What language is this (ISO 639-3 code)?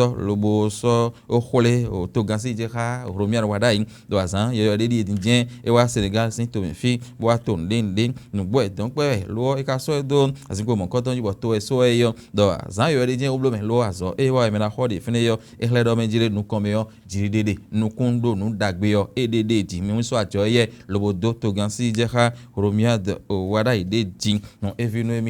fon